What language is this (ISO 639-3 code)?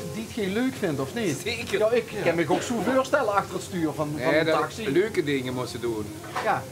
lim